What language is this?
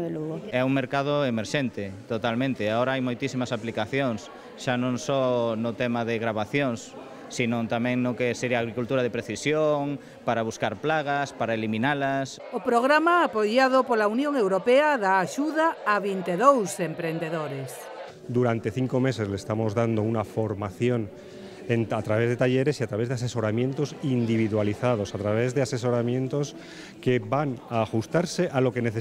Galician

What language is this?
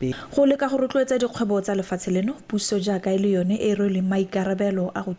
Tswana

